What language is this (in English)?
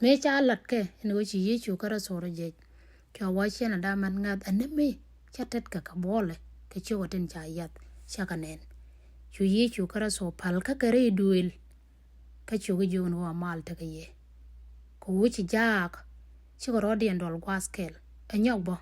Nuer